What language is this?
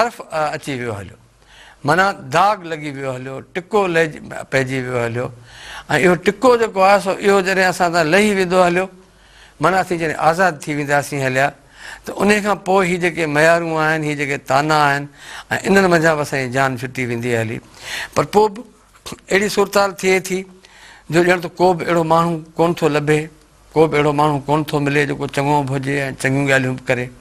Sindhi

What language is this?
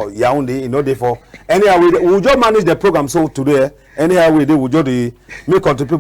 Cameroon Pidgin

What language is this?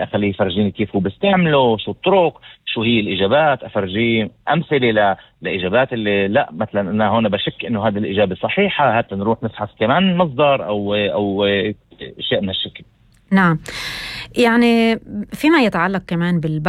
North Levantine Arabic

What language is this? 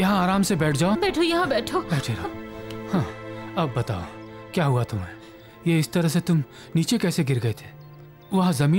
Hindi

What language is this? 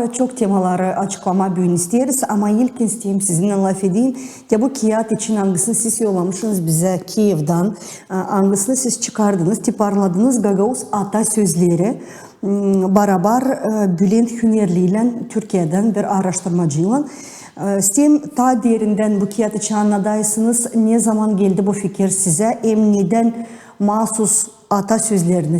Gagauz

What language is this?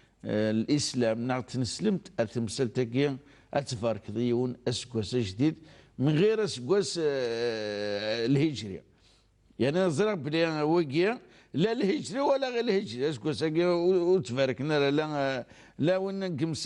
Kabyle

